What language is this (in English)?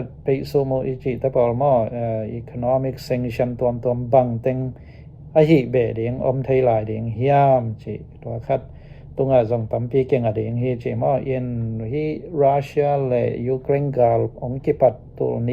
Tedim Chin